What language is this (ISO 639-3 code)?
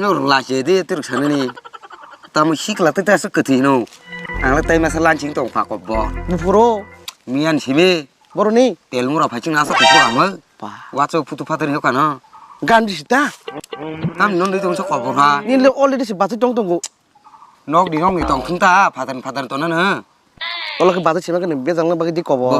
trp